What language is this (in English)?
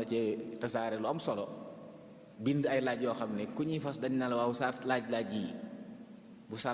Wolof